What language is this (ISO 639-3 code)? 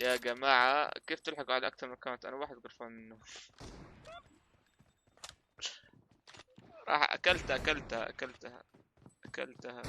apc